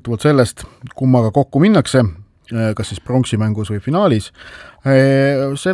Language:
Estonian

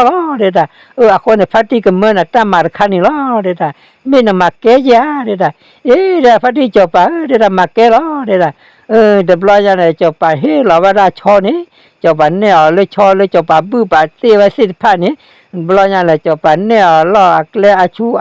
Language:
S'gaw Karen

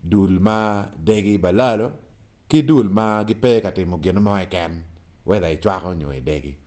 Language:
Acoli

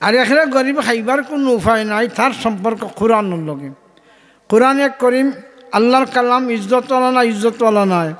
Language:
Sylheti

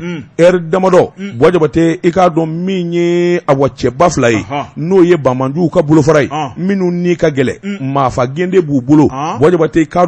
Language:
Bambara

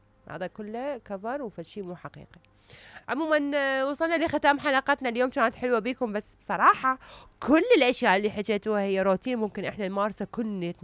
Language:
Mesopotamian Arabic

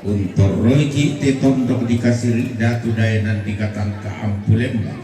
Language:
Toraja-Sa'dan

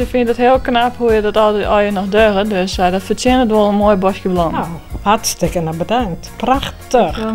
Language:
Western Frisian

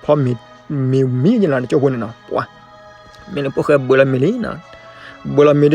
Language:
S'gaw Karen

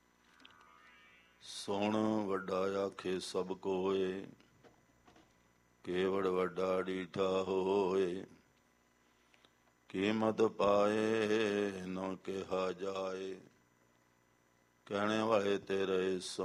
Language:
Punjabi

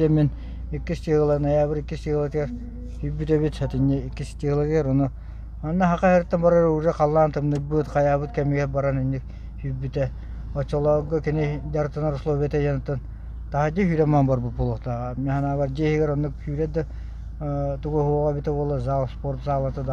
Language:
Yakut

